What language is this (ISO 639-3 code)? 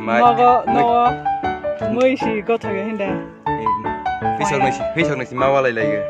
trp